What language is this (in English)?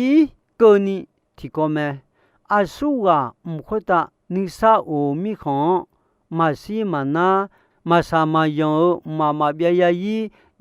Akha